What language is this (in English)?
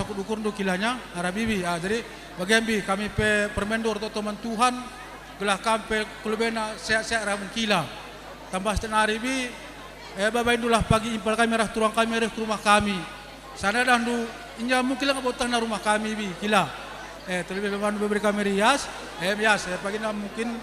Batak Karo